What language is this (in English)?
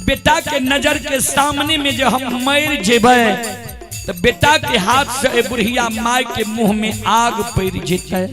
Maithili